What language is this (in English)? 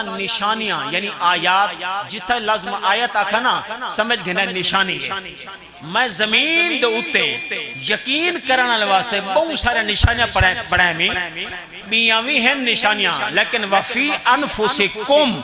Saraiki